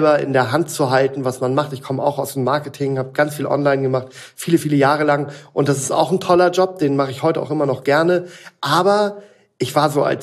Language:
German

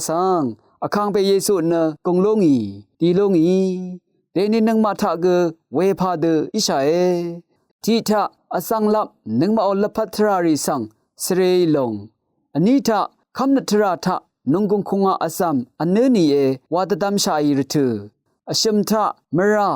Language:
Rawang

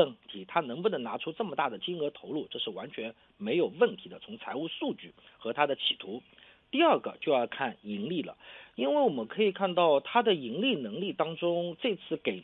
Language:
Chinese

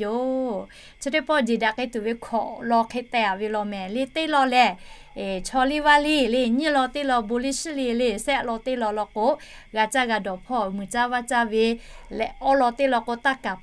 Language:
Lahu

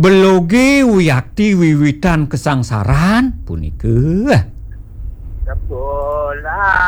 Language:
Balinese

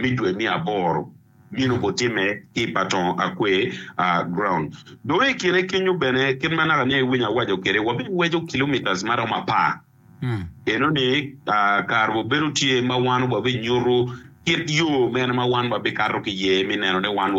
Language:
Acoli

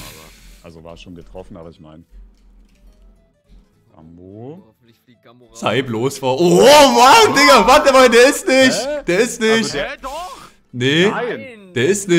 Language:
German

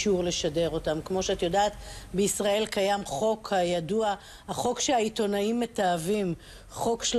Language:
Hebrew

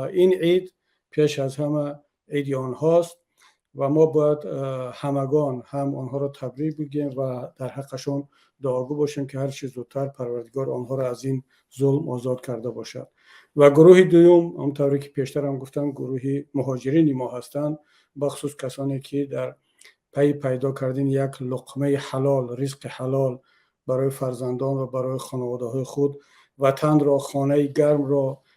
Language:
Tajik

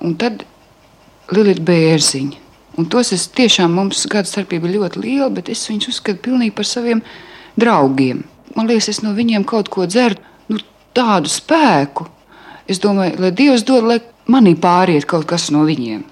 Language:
Latvian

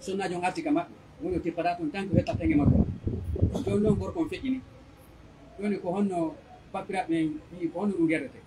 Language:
Pular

